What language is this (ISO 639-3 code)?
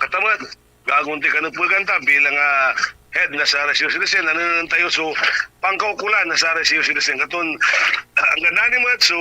pag